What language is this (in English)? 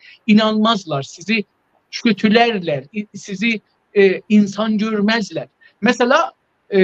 South Azerbaijani